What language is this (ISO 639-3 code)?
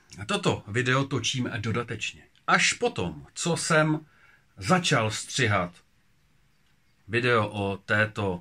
ces